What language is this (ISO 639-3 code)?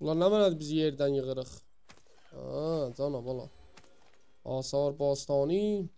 azb